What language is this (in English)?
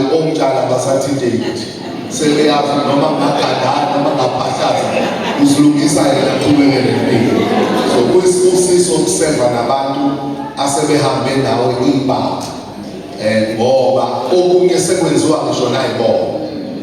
Zulu